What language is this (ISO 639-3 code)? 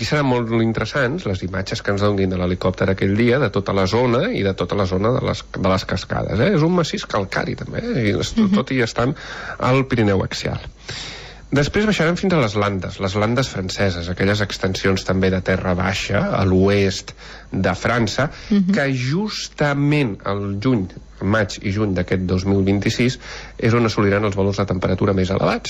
cat